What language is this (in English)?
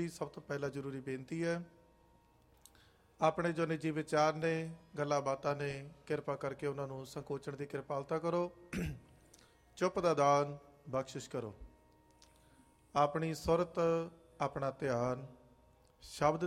Punjabi